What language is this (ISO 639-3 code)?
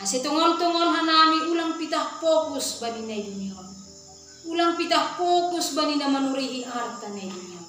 bts